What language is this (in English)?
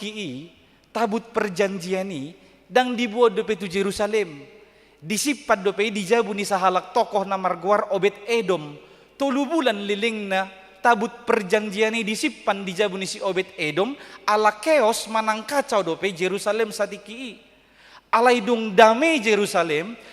Batak Toba